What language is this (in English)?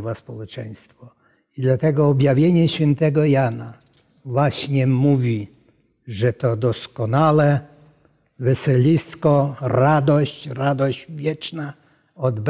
Polish